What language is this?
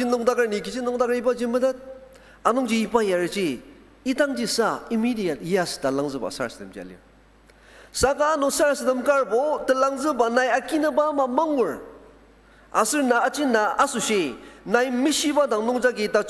Ao Naga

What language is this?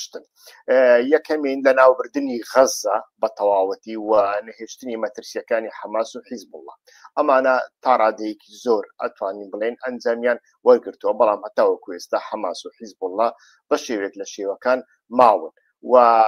Central Kurdish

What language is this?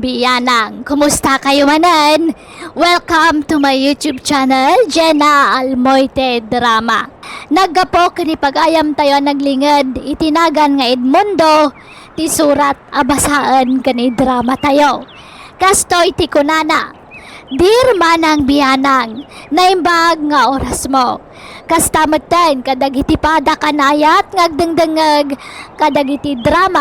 Iloko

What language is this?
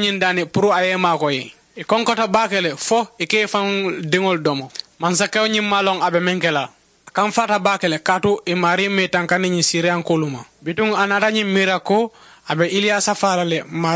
Mandingo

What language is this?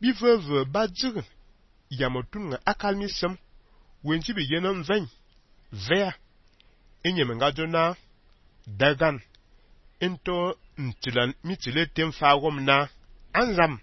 Fang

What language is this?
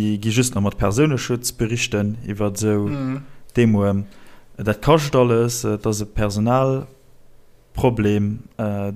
Luxembourgish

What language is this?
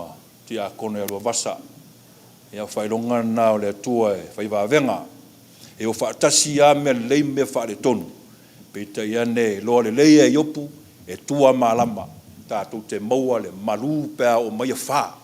Samoan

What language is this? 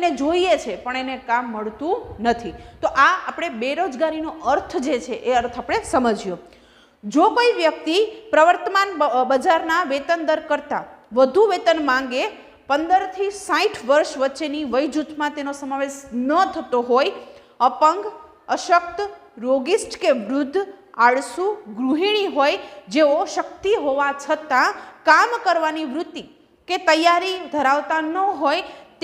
Gujarati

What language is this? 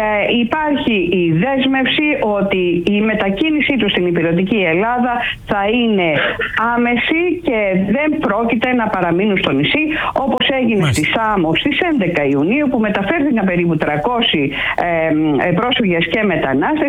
Greek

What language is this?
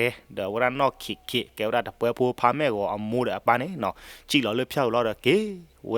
S'gaw Karen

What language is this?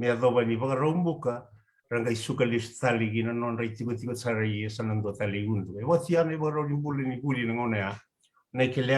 Fijian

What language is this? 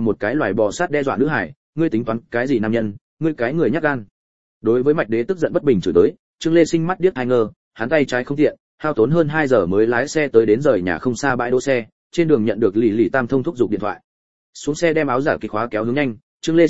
Vietnamese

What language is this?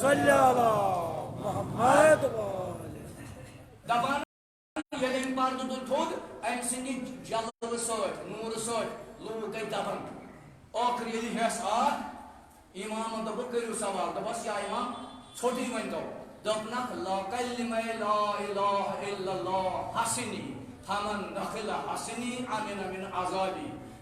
Kashmiri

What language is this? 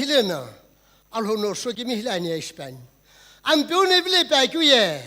Sumi Naga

